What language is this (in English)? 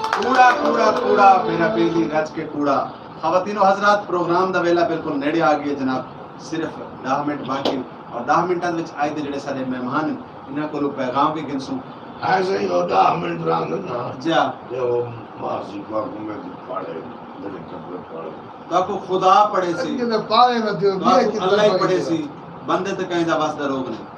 Saraiki